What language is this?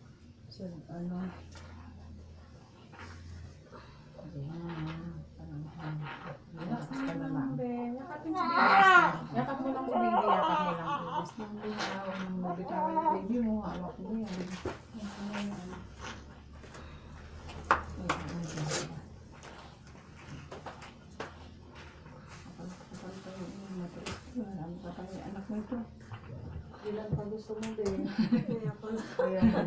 Filipino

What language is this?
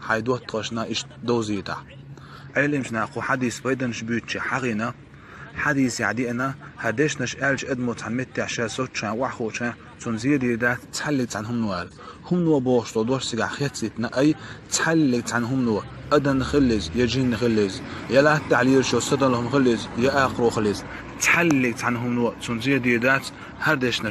Chechen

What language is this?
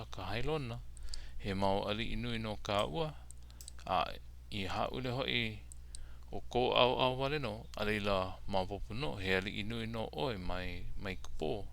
Hawaiian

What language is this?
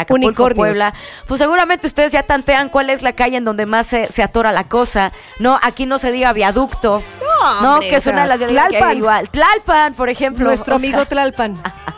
Spanish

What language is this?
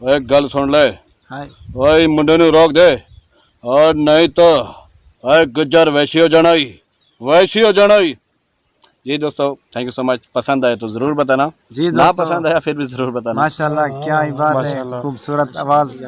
Saraiki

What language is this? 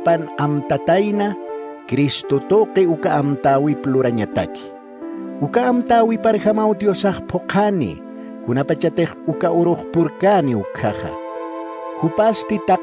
Aymara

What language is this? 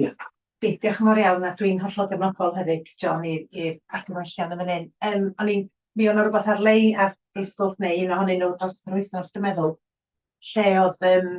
Welsh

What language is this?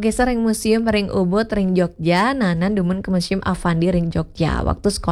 Balinese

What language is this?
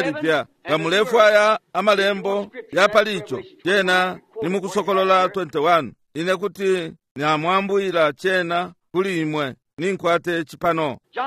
Bemba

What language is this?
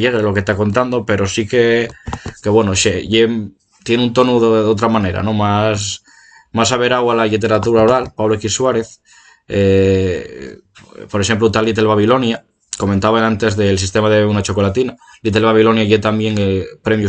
Asturian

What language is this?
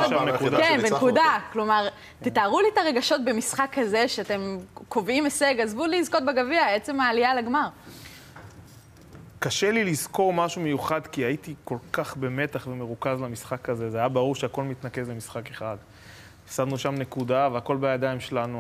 Hebrew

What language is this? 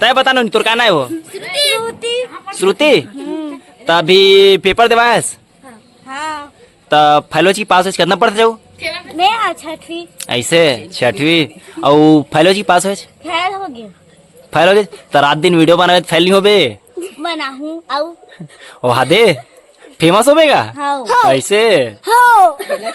Chhattisgarhi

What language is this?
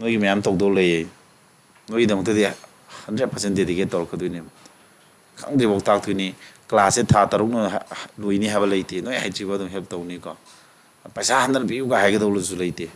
Manipuri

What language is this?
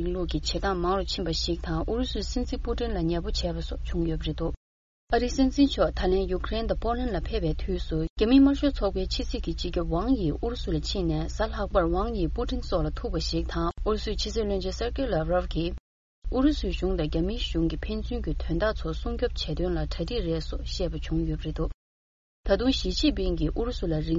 Tibetan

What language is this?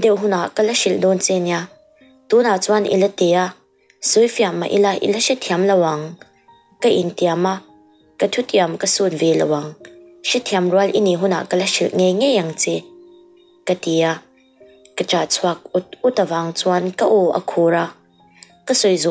Mizo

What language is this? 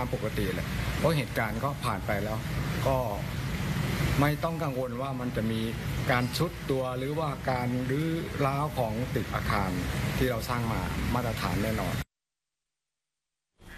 Thai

